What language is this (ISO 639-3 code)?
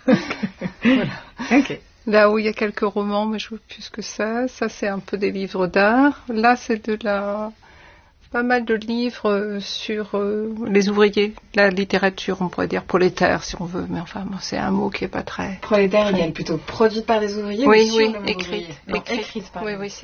fra